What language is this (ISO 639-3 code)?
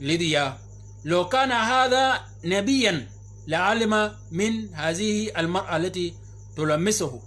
shk